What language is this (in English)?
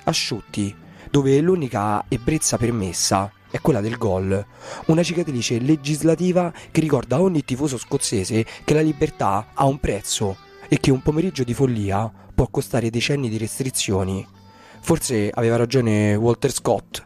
Italian